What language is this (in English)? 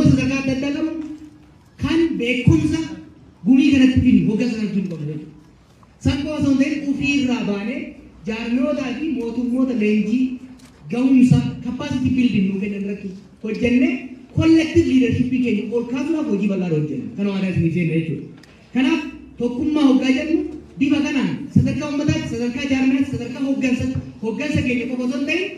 Oromo